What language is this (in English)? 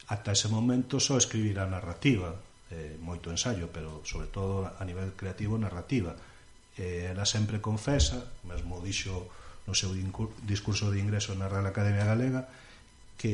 Galician